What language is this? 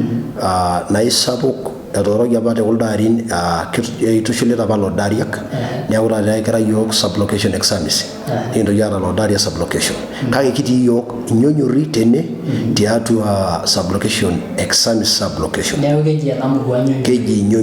Masai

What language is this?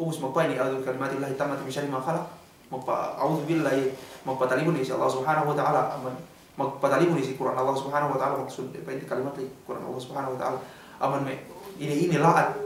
Yakan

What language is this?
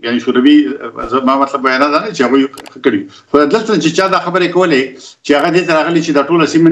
Pashto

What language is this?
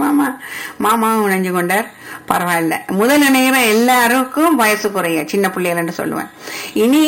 Tamil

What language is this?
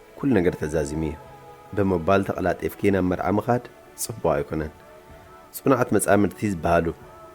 Tigrinya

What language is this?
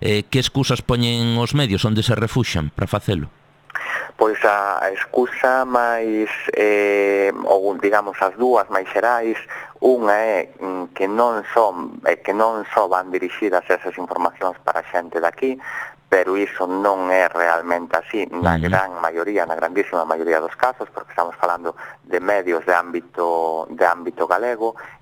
Galician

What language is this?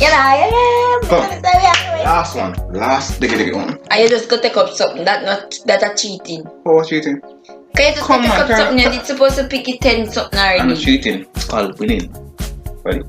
Jamaican Creole English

